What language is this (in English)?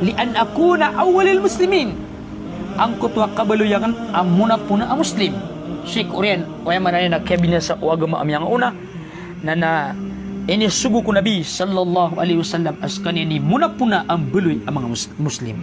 Maranao